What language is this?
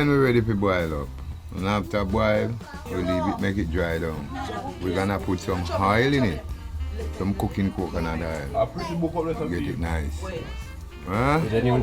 Jamaican Creole English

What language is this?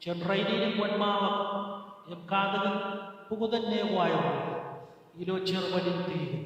Marshallese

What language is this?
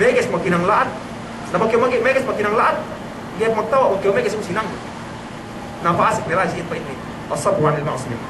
Yakan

